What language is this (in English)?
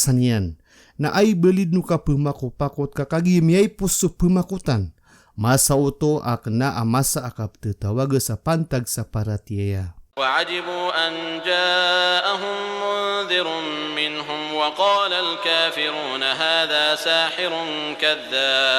Maranao